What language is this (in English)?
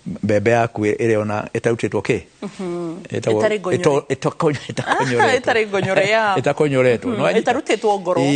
Kikuyu